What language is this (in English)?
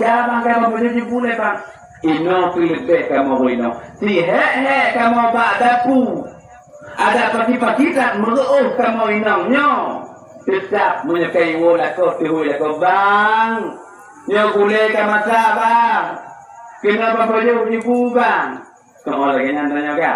Achinese